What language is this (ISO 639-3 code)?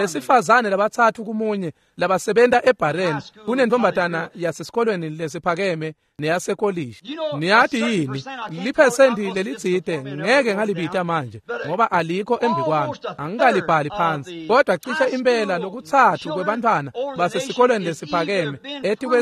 ssw